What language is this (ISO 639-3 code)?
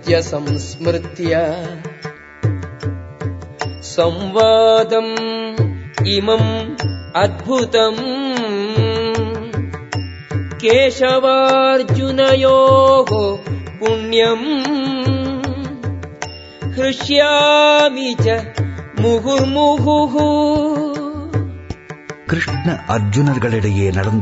tam